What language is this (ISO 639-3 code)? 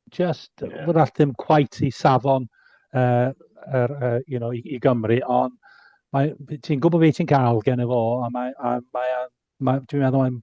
cym